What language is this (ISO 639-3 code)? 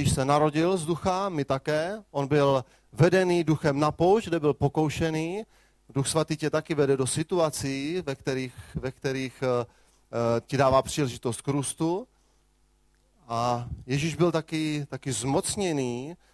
ces